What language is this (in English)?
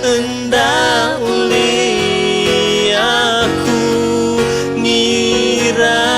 Iban